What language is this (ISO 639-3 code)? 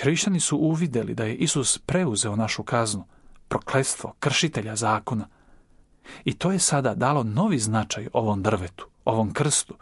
srp